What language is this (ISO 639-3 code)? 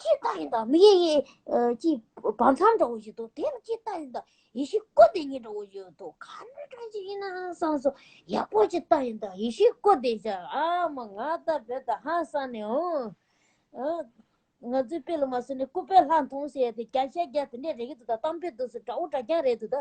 bod